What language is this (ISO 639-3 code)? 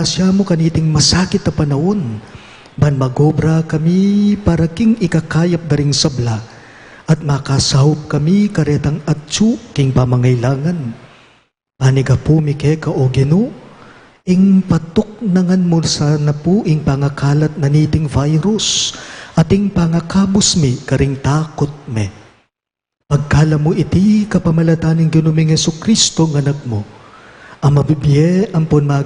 pam